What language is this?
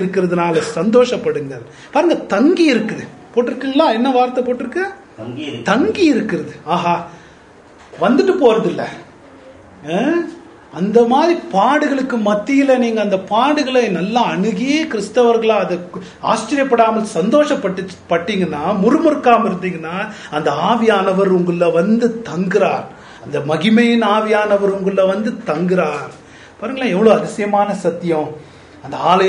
Tamil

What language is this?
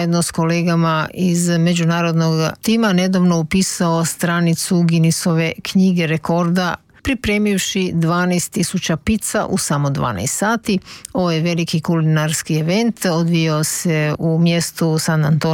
Croatian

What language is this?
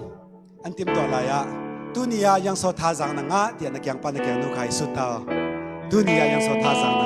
Falam Chin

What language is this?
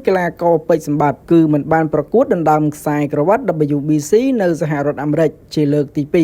Khmer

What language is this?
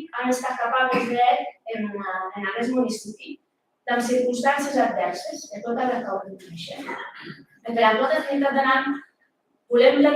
Occitan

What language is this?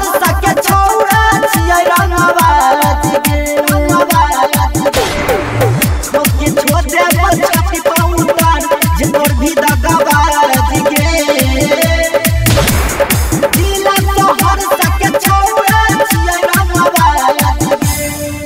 Bhojpuri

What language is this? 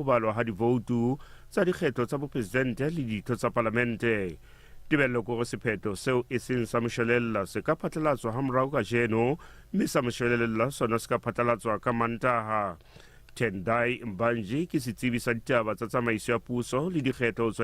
Southern Sotho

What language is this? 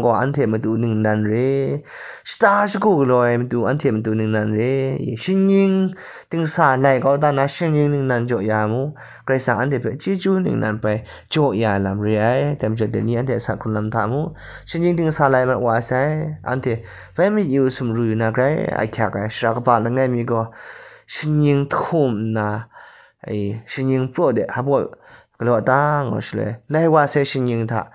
Kachin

